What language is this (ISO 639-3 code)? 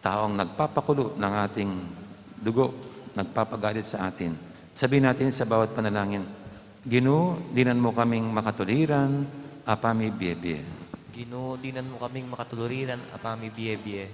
pam